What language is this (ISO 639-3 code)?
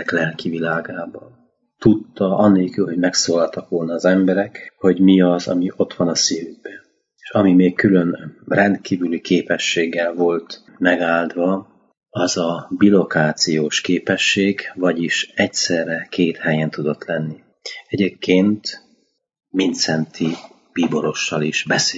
hun